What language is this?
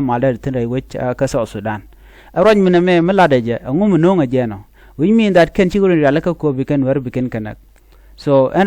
Nuer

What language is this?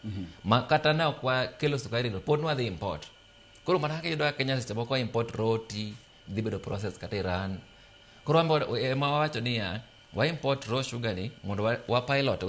Luo (Kenya and Tanzania)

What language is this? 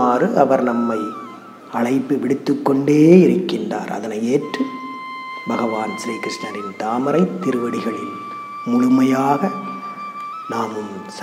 Tamil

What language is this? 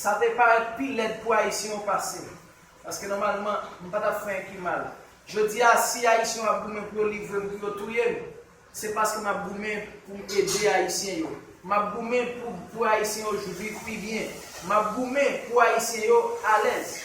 Haitian Creole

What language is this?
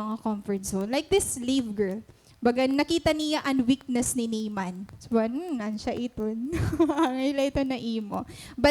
Waray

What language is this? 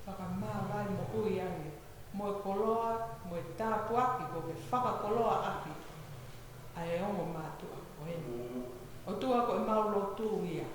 Tongan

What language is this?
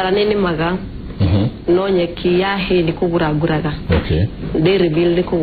Kikuyu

